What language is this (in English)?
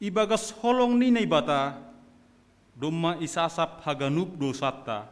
Batak Simalungun